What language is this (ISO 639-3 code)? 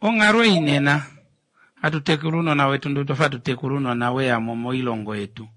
kua